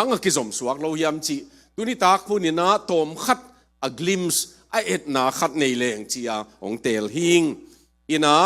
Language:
Tedim Chin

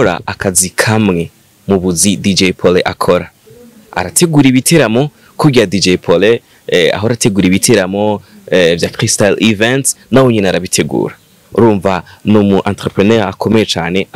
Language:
Rundi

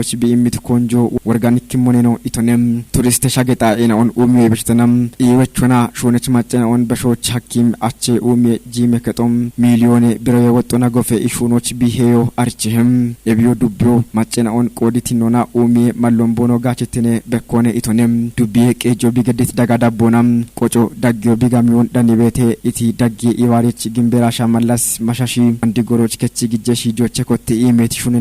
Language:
Kafa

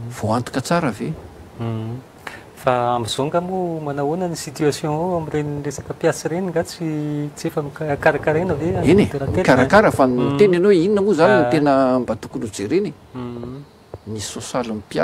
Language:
Malagasy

